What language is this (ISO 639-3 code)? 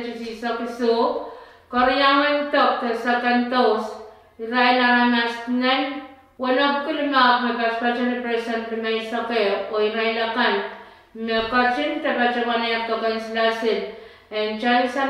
pon